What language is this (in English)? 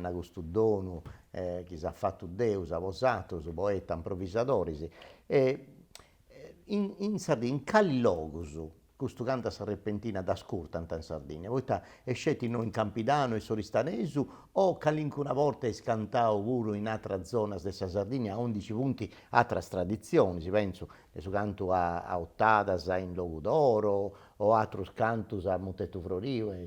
Sardinian